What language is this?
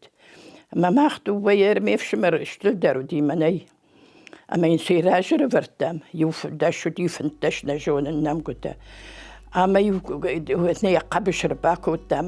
Ossetic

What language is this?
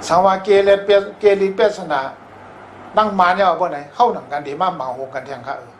Shan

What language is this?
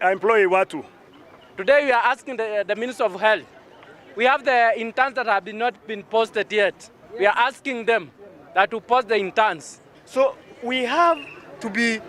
Meru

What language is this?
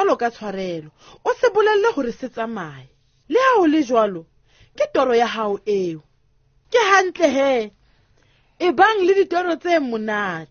Southern Sotho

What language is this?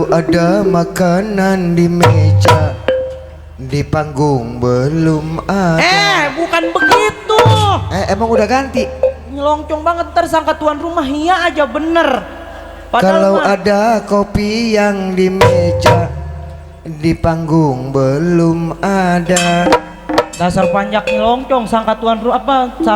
Betawi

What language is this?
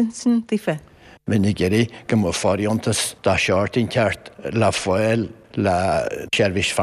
Irish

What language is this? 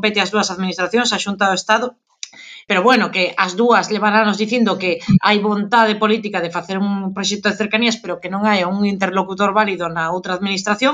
Galician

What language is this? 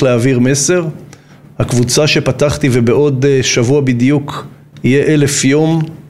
Hebrew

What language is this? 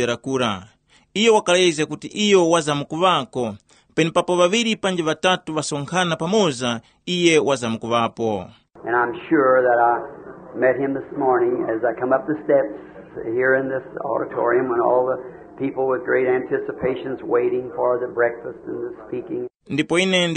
Tumbuka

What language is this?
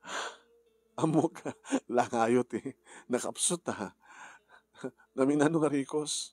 Iloko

